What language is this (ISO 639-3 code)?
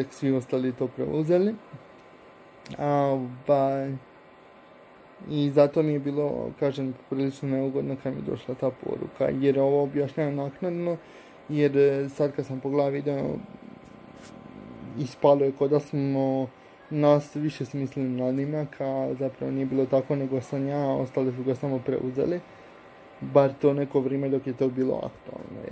hrv